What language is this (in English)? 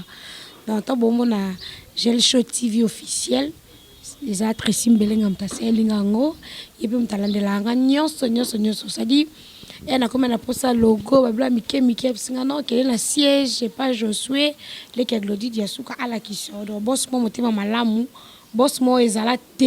Lingala